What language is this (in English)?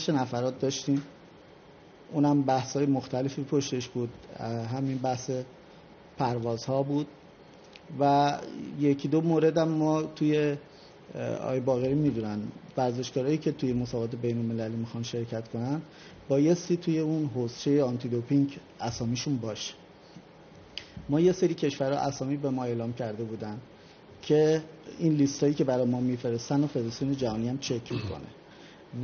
Persian